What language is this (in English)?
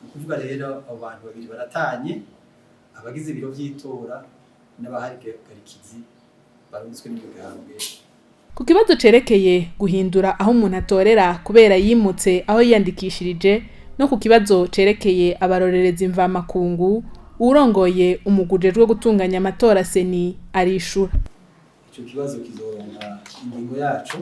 Rundi